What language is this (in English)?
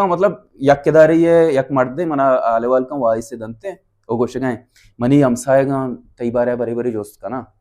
Baluchi